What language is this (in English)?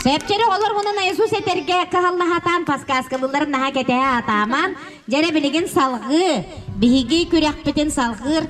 Yakut